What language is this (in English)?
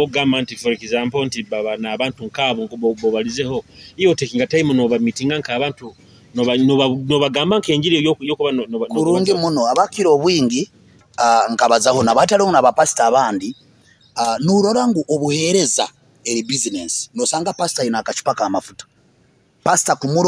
Nyoro